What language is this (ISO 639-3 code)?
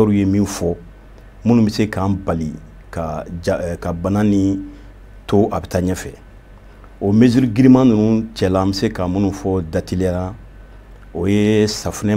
bam